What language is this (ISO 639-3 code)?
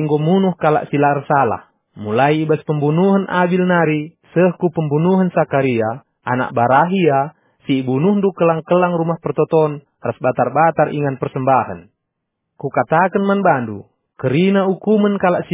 btx